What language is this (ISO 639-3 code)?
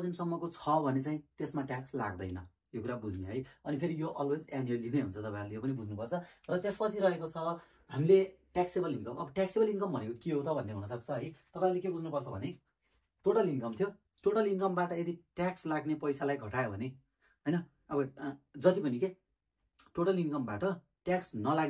nep